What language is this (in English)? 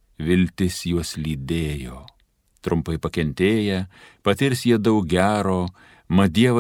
Lithuanian